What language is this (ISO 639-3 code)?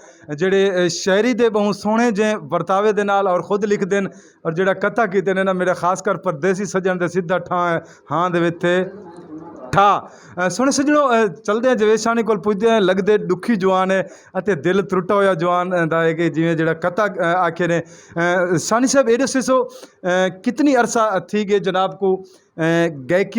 skr